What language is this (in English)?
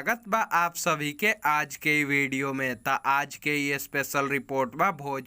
Bhojpuri